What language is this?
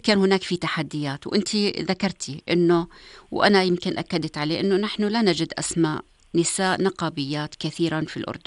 North Levantine Arabic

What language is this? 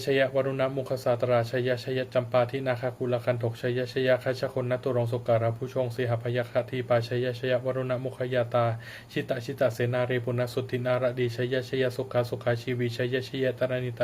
Pali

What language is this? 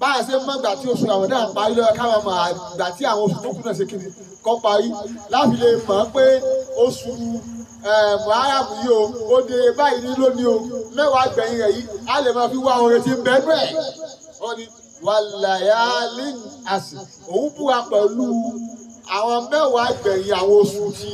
Yoruba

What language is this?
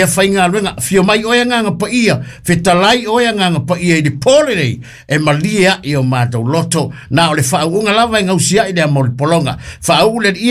Samoan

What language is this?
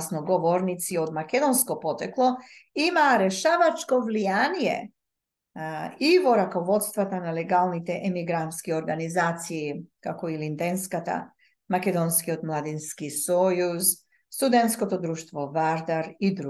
Macedonian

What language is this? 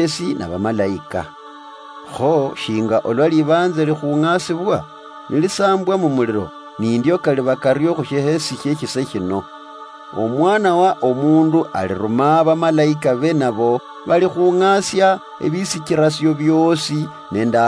Luyia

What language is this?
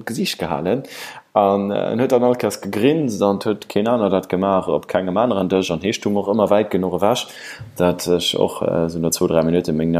Luxembourgish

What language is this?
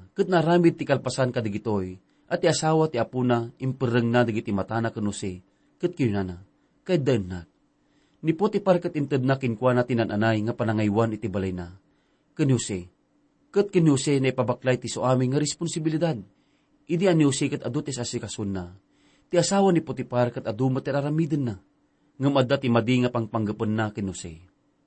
Iloko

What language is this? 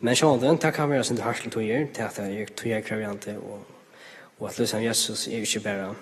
Faroese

